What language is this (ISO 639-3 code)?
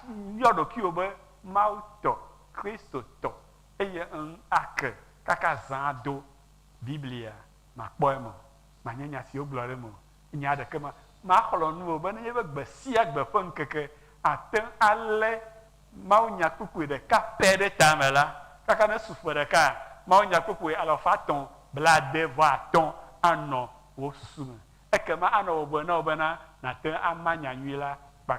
ewe